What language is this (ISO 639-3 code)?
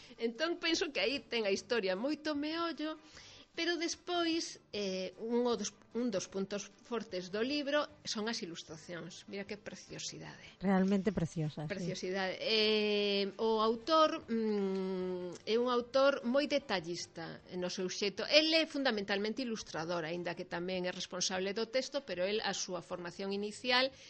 glg